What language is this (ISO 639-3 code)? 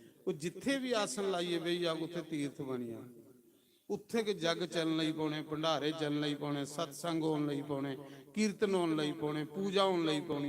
doi